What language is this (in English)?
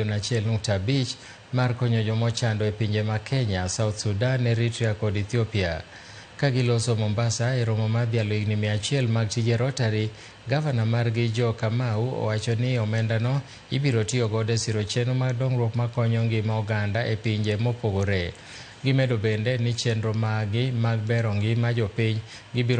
Luo (Kenya and Tanzania)